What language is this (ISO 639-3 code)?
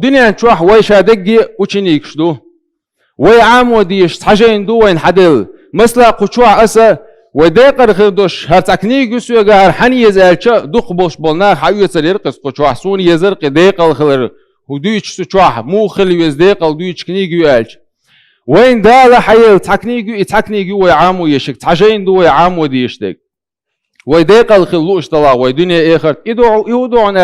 che